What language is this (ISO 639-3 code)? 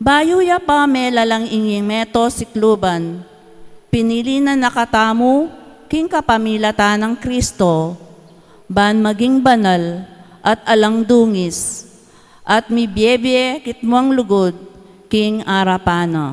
pam